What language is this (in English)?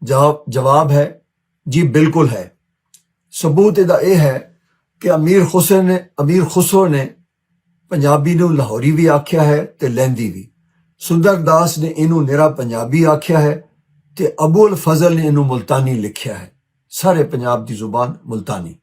Western Panjabi